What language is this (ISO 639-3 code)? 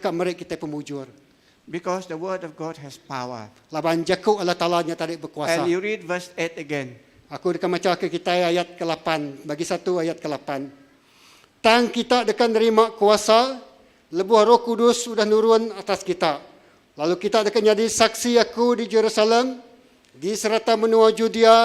iba